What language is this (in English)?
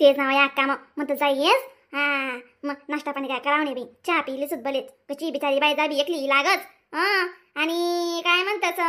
Khandesi